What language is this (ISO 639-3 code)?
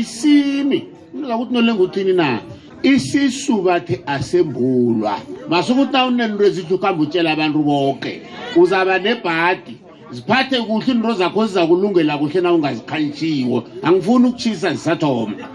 nbl